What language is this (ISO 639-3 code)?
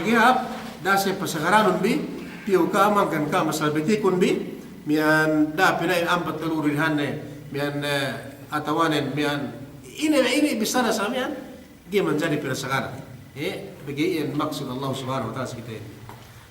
yka